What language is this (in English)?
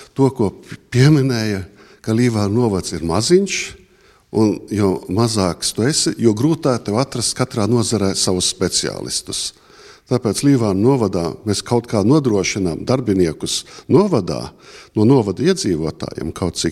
Latvian